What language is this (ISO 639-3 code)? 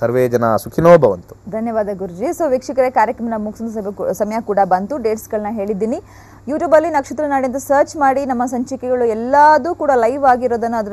kan